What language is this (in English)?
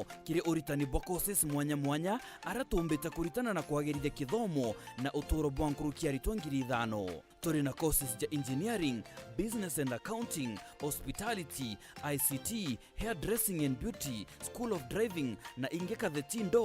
Meru